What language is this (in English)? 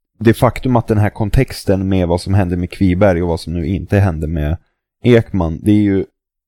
Swedish